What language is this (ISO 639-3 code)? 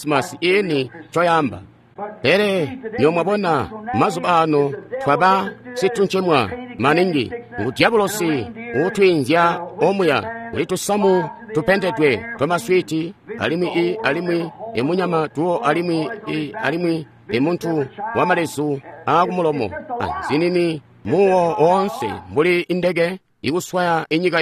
toi